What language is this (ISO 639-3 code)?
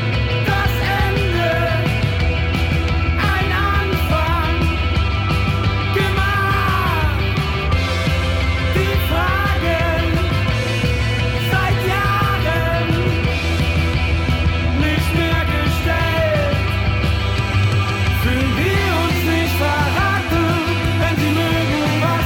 deu